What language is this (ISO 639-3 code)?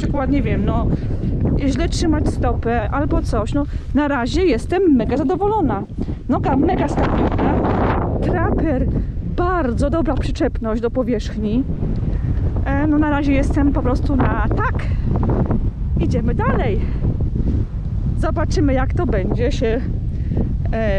pol